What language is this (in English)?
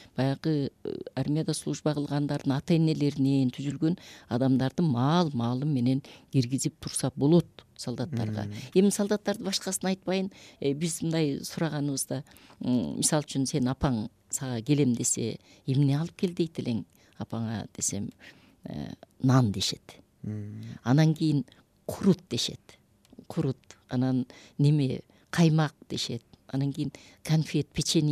Kyrgyz